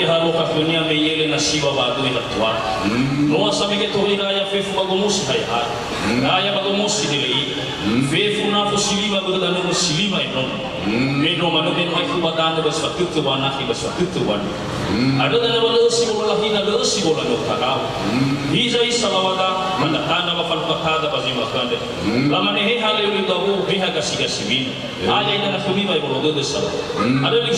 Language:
Nias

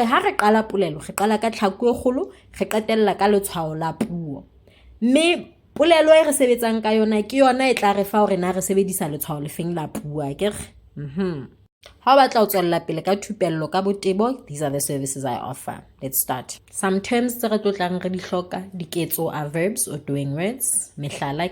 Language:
Southern Sotho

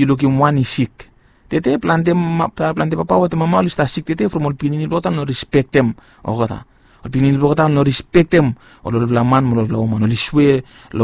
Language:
Bislama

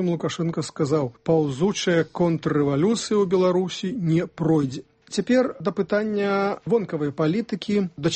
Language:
Belarusian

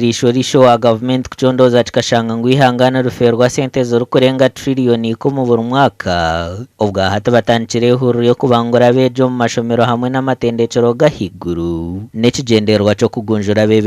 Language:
Nyankole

